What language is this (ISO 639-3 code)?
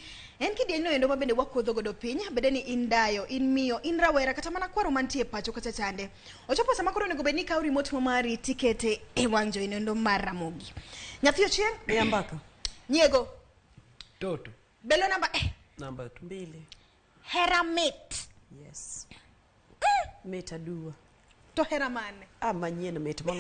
luo